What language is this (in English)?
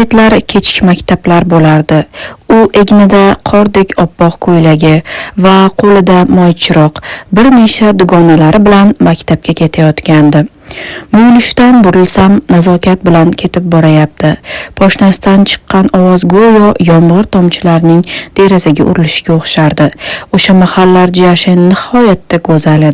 Uzbek